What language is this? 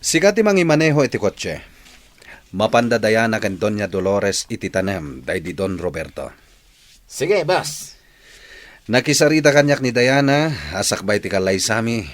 Iloko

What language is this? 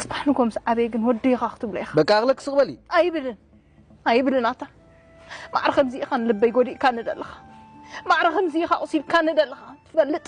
Tigrinya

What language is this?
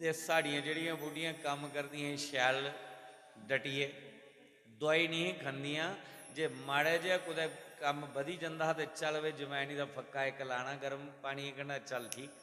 Dogri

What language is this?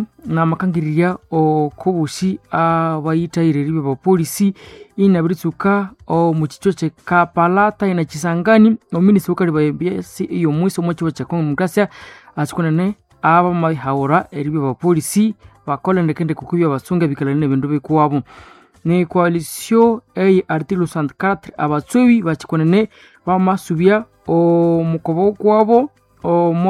Nande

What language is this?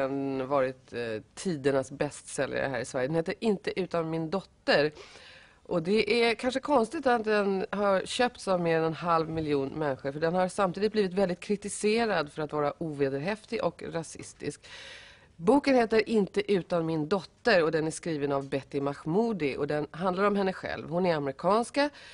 Swedish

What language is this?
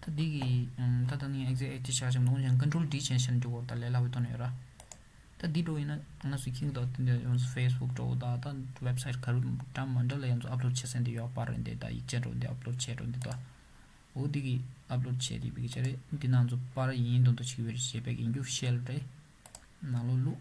Tibetan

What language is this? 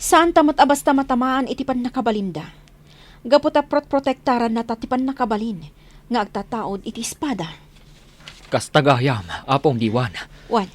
Iloko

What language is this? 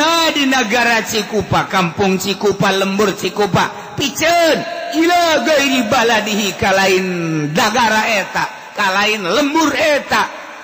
Sundanese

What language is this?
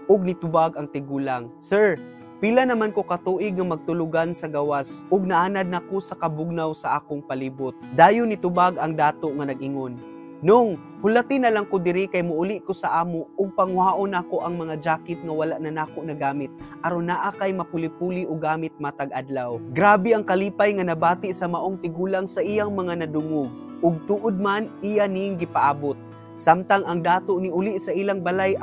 Cebuano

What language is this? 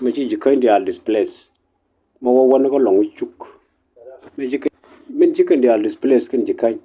Nuer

